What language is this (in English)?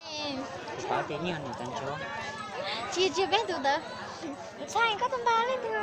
Hmong